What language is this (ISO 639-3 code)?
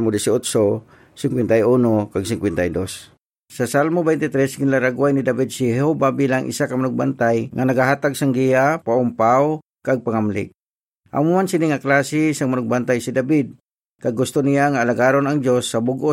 hil